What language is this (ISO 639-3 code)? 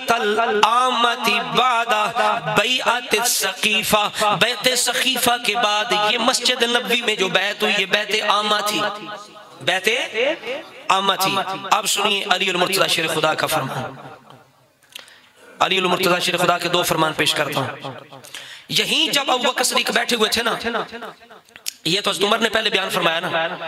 urd